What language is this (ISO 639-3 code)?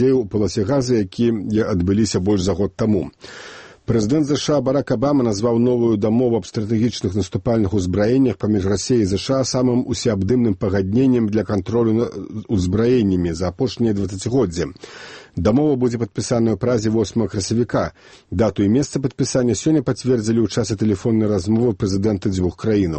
bel